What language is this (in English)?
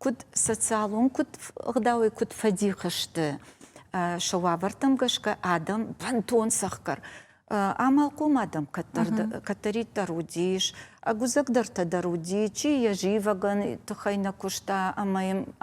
Ossetic